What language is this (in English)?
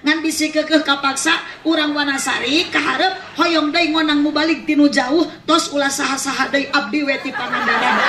Sundanese